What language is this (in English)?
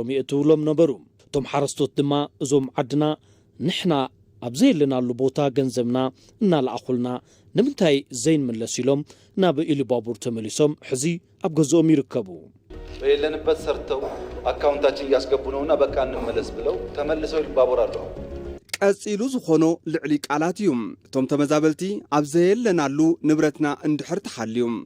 Tigrinya